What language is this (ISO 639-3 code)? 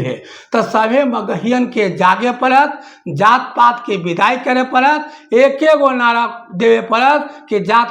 mag